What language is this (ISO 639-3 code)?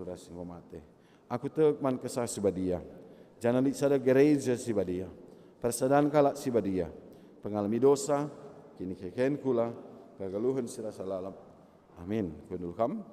btx